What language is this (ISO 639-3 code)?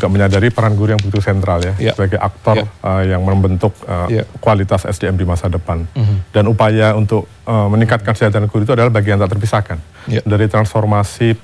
ind